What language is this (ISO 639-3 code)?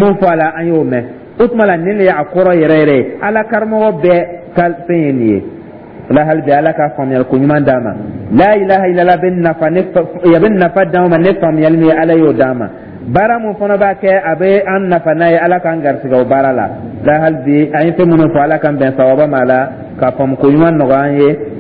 dyu